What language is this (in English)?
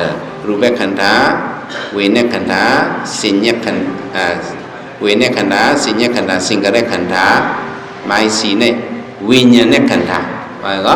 Shan